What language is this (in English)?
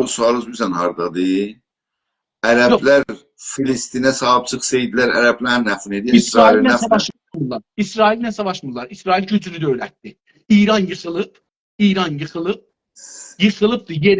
South Azerbaijani